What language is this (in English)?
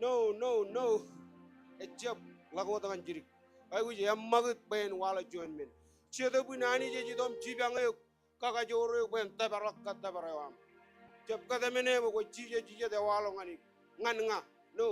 Marshallese